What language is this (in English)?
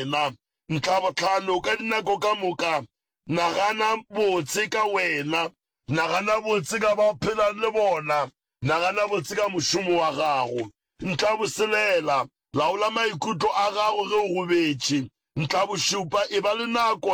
Northern Sotho